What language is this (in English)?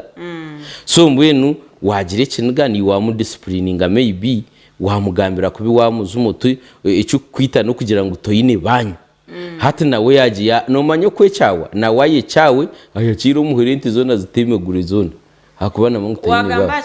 Nyankole